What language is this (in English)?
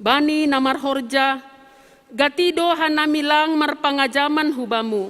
Batak Simalungun